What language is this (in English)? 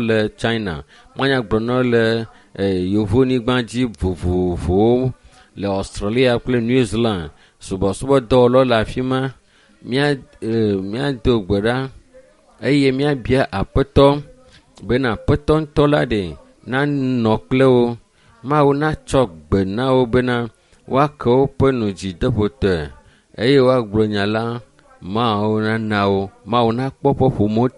Ewe